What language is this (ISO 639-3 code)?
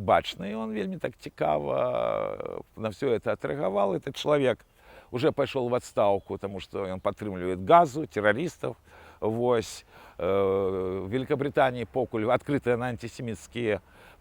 bel